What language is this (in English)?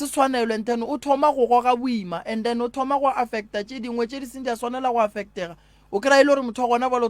Northern Sotho